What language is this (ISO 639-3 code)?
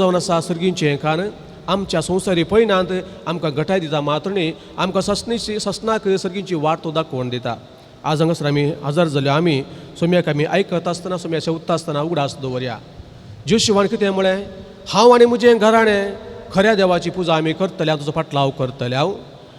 kok